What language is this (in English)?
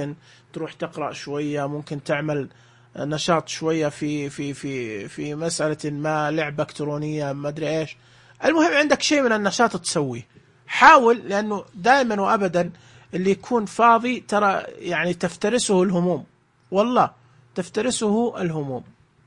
Najdi Arabic